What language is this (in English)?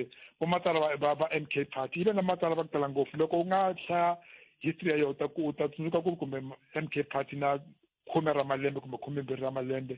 Tsonga